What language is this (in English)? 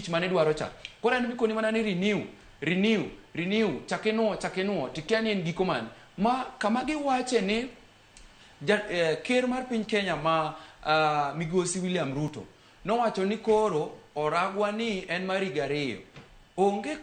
Luo (Kenya and Tanzania)